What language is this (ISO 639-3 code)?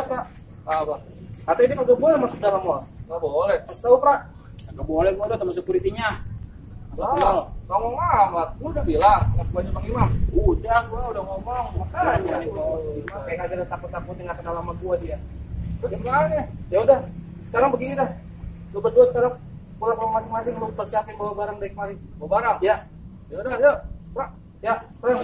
bew